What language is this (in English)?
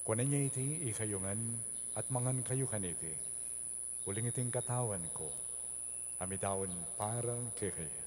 Pampanga